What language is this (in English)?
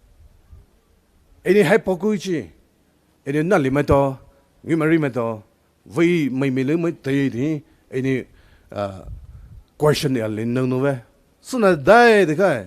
Poumei Naga